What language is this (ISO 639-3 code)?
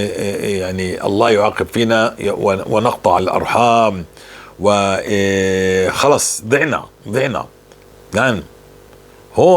apc